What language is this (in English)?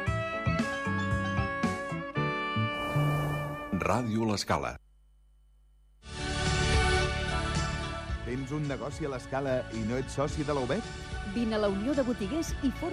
Catalan